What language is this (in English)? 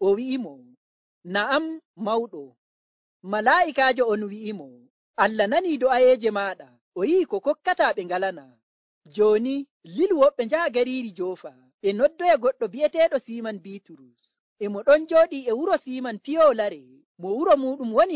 Nigerian Fulfulde